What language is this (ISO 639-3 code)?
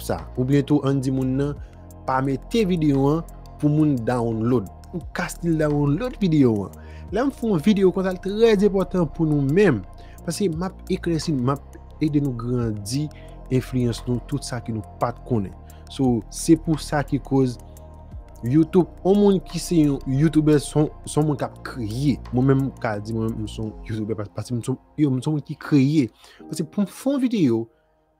hat